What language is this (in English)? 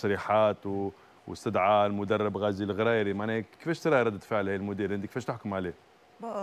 Tunisian Arabic